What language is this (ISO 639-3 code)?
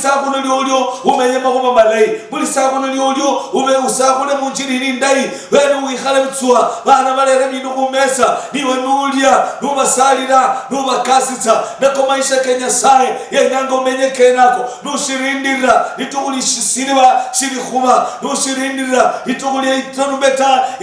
luy